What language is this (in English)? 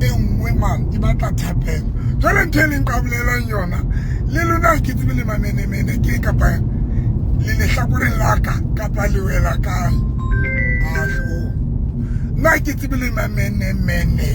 Southern Sotho